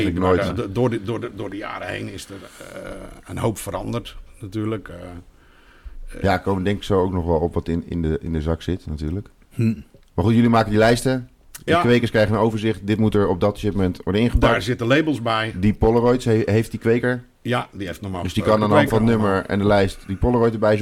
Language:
Dutch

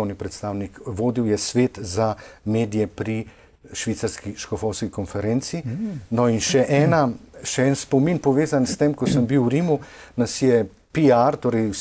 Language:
Slovenian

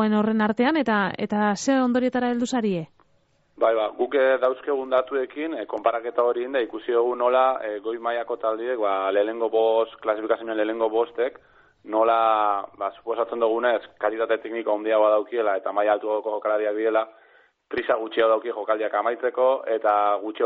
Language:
Basque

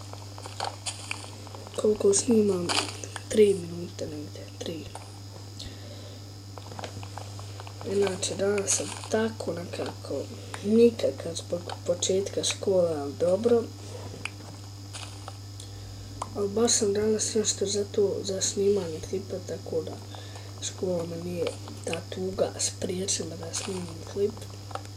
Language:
Bosnian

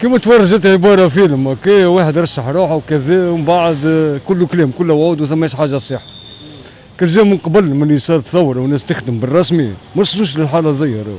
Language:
Tunisian Arabic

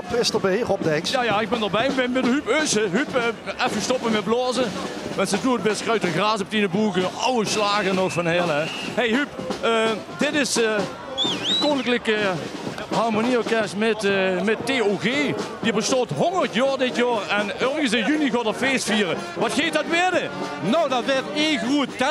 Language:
Limburgish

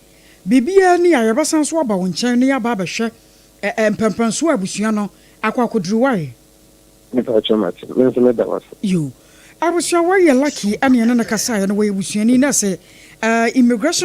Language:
Akan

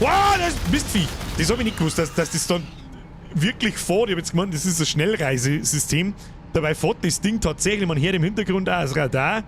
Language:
Bavarian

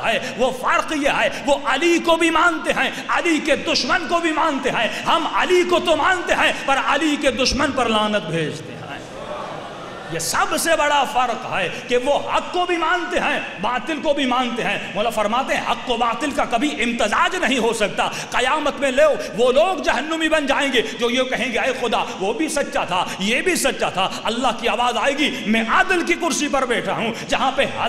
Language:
Urdu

